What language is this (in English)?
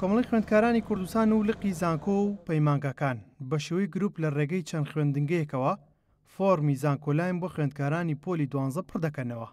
Central Kurdish